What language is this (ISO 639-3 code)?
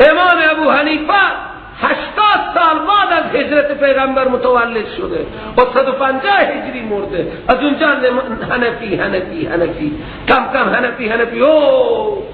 fas